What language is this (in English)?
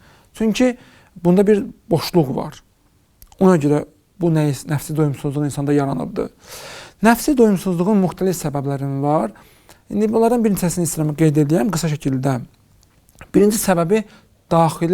Azerbaijani